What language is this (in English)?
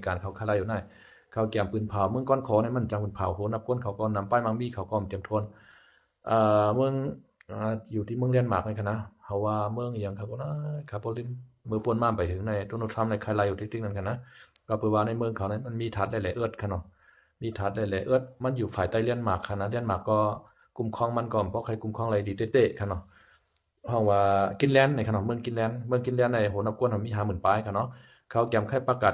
Shan